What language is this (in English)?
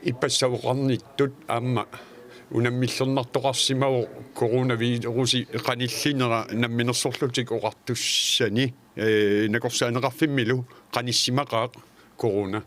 Kalaallisut